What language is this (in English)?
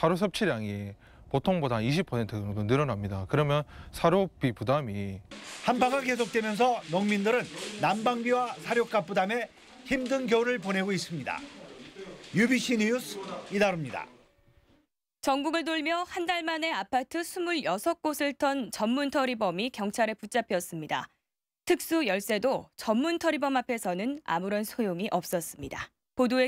Korean